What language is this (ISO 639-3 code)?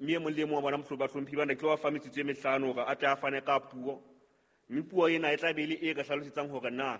sot